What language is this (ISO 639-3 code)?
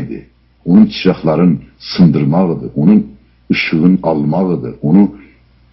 azb